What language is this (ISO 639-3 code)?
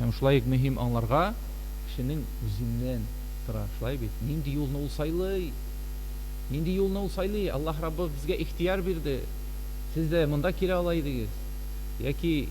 tat